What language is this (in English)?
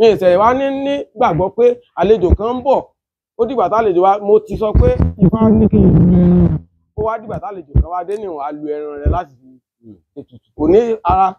Yoruba